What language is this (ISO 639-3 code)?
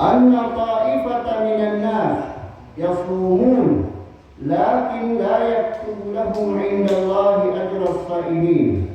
mrw